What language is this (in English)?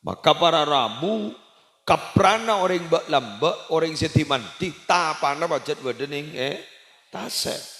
Madurese